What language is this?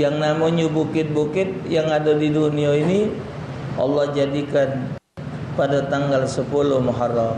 Musi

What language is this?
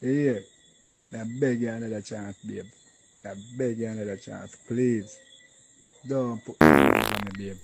Jamaican Creole English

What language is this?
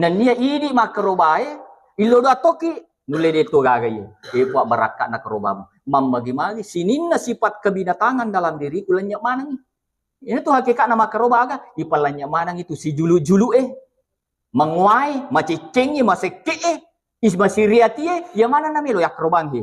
Buginese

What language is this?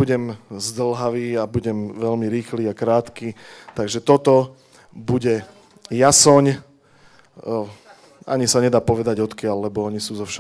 Slovak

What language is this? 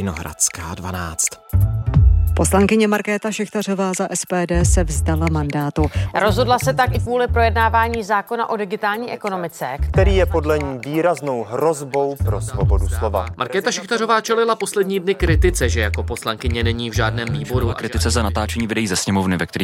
Czech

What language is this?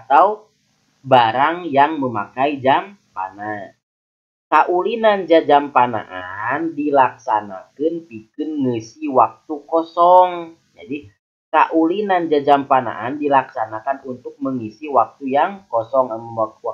Sundanese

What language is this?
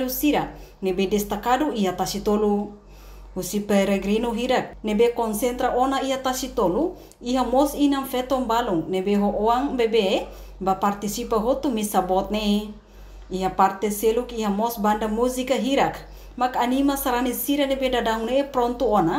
Tetum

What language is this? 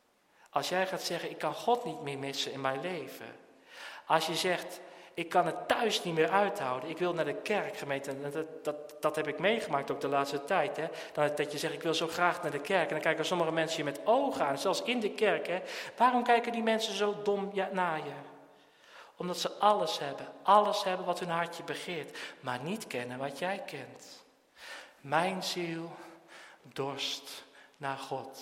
Dutch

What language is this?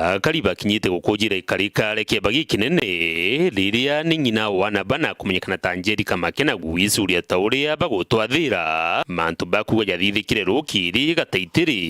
Meru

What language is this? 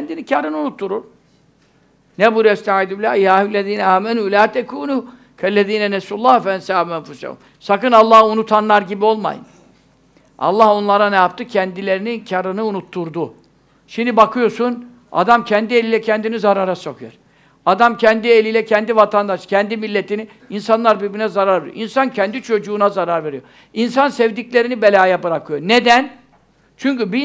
Turkish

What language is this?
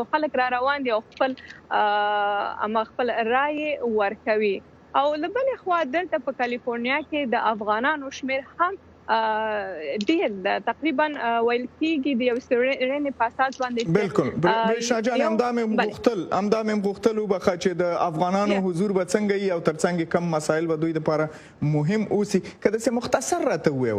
Pashto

